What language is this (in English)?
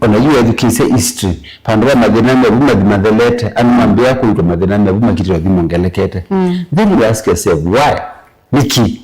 Kamba